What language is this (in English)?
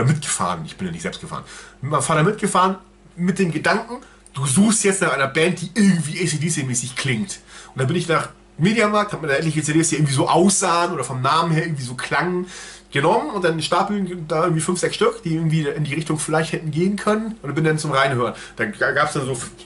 German